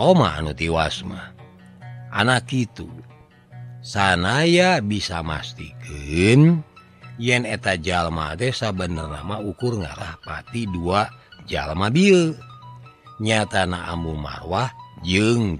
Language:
Sundanese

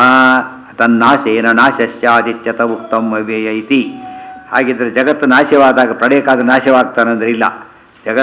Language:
Kannada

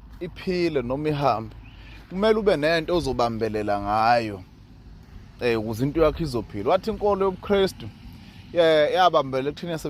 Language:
Zulu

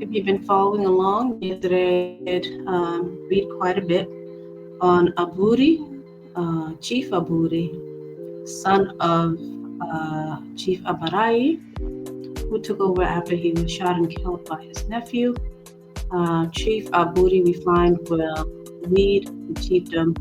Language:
Acoli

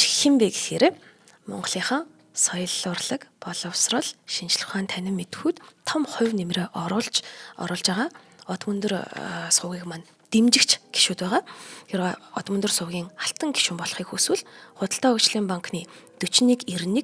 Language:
Mongolian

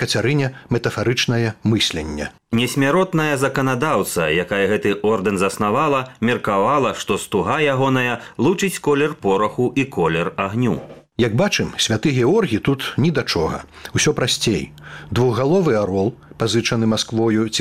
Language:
Belarusian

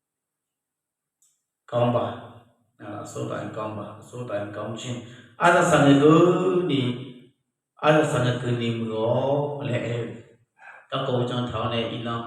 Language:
Akha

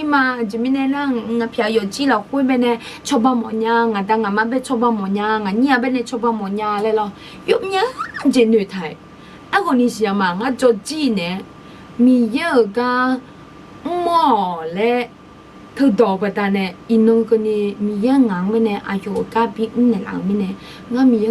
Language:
Akha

